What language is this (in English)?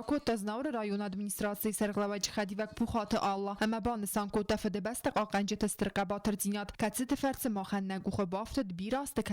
Ossetic